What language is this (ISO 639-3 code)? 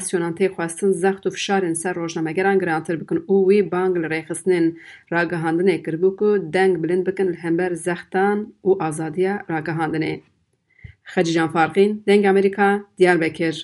kur